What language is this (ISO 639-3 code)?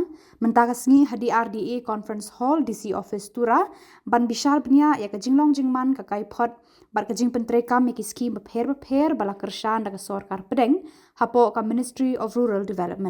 kha